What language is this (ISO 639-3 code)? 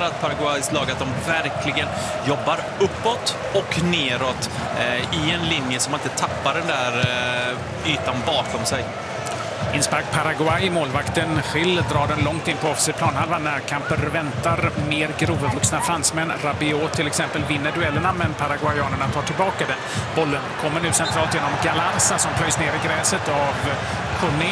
swe